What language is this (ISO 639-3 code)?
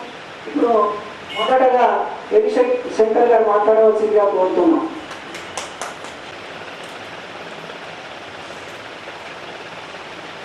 tel